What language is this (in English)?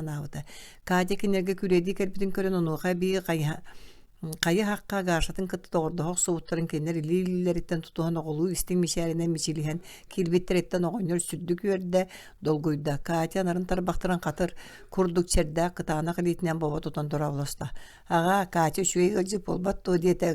Yakut